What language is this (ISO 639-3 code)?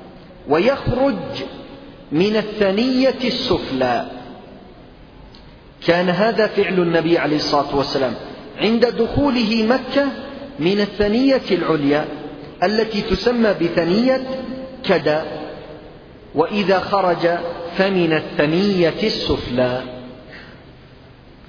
ara